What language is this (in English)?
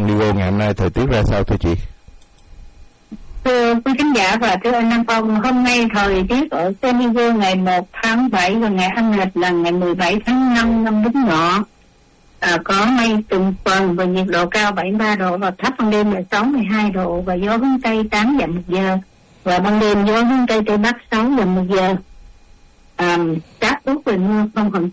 Vietnamese